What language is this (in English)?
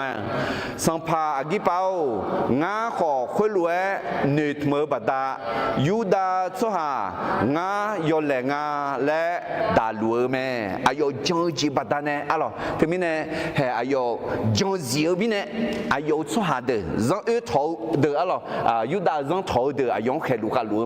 Akha